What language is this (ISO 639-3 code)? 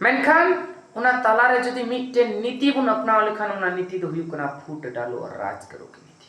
sat